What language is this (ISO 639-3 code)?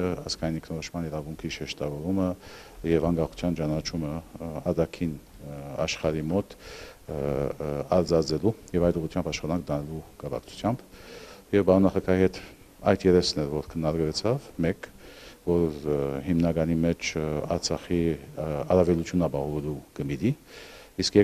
hye